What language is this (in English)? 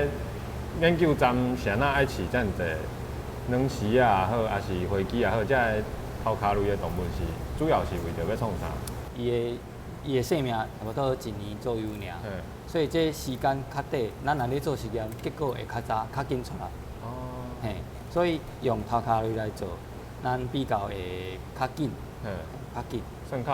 Min Nan Chinese